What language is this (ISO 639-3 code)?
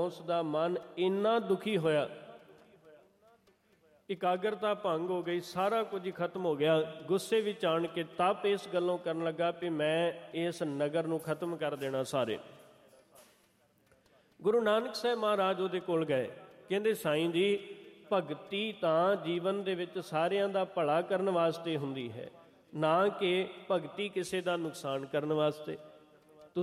pan